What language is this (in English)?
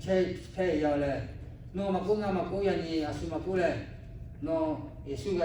Lahu